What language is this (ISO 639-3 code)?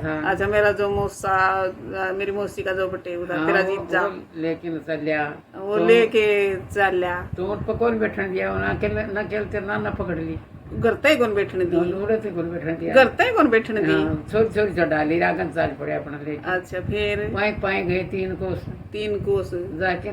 bgc